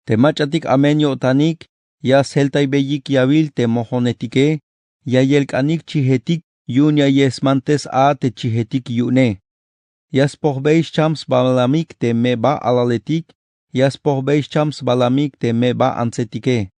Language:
Tzeltal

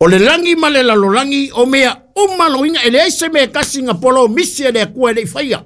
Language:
Samoan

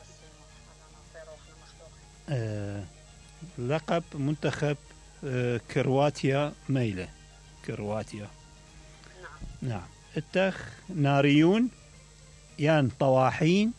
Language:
Mesopotamian Arabic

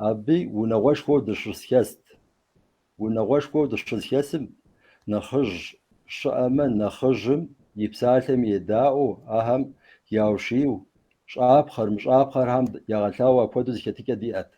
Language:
Kabardian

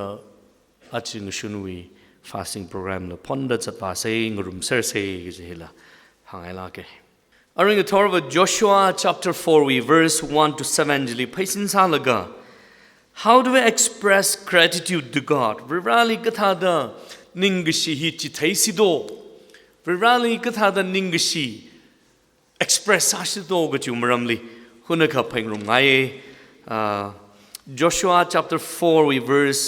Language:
Tangkhul Naga (India)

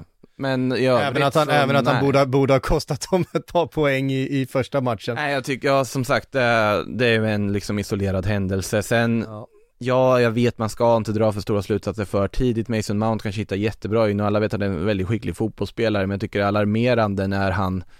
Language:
Swedish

